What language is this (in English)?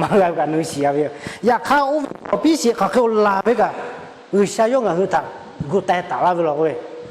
Lahu